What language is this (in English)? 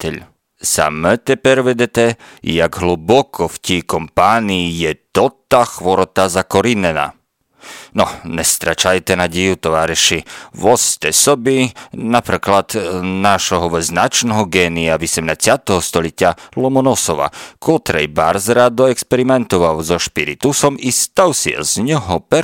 Rusyn